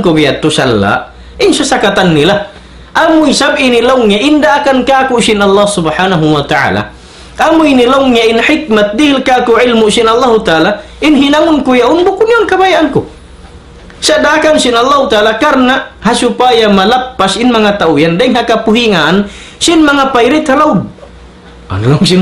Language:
Tausug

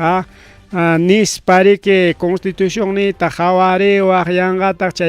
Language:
Ayacucho Quechua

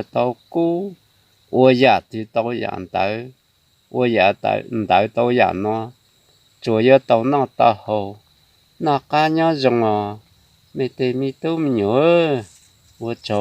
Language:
Hmong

